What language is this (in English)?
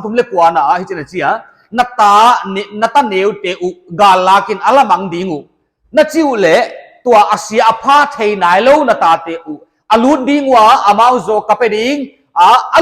Paite Chin